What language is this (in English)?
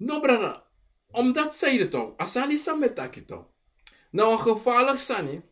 Sranan Tongo